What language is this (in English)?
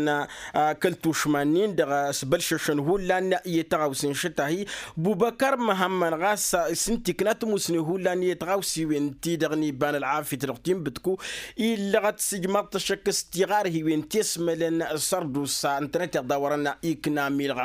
Tamasheq